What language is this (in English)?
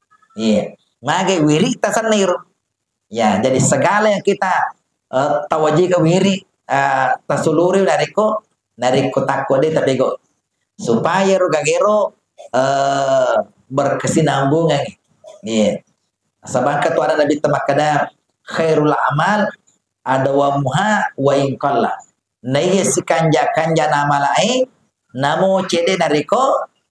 Buginese